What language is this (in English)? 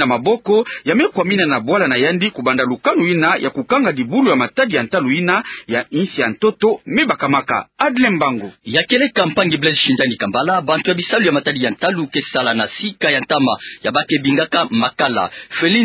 Kituba (Democratic Republic of Congo)